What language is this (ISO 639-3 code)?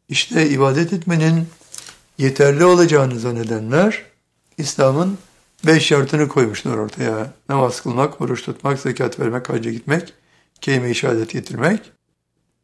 tur